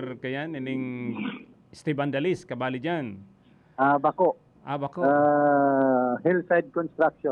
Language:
Bikol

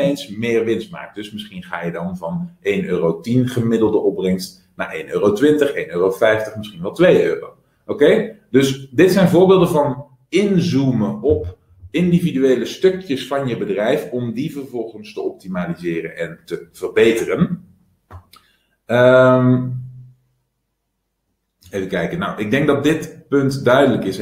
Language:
Dutch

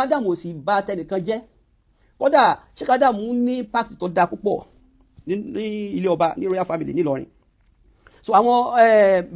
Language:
Yoruba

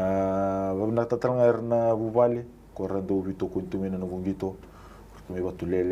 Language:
Fijian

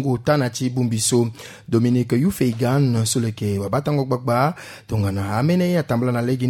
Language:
Sango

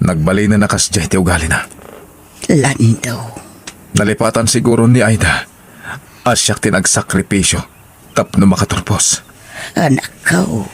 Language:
Iloko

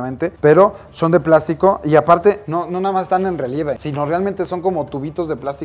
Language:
Spanish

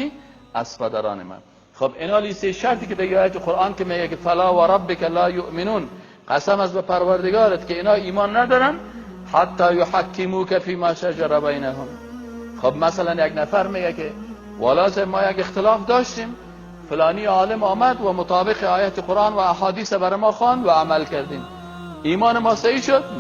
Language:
Persian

